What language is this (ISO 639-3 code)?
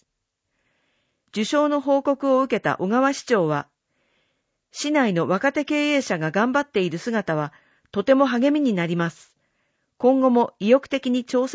jpn